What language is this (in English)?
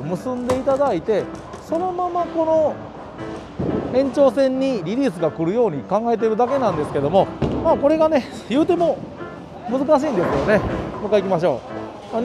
Japanese